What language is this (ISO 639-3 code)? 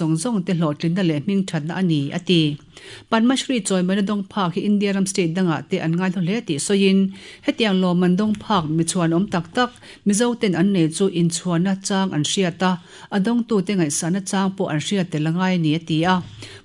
lus